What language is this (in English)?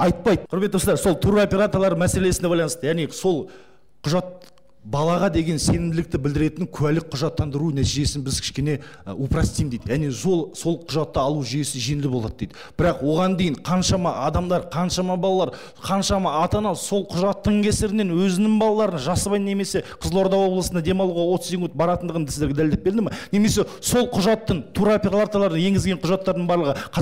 Kazakh